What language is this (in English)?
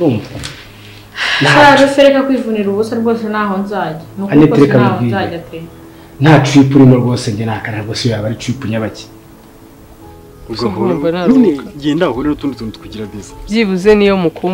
Kinyarwanda